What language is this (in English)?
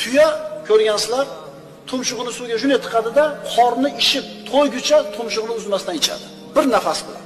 Uzbek